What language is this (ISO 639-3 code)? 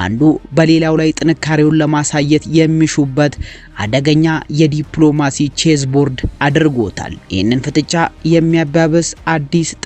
amh